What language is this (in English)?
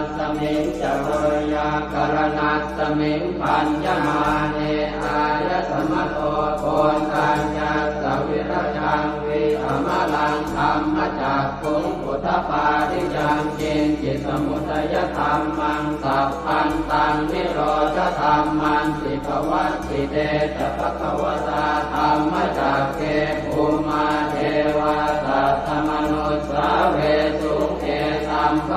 Pali